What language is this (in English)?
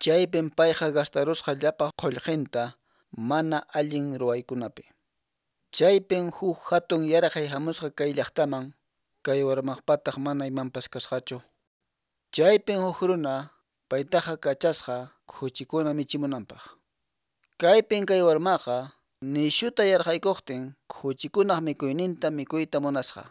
Quechua